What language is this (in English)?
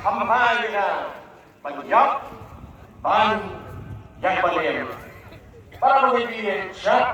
Khasi